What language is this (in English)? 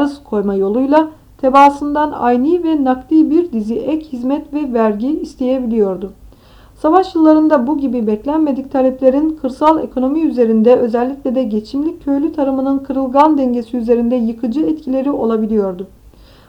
Turkish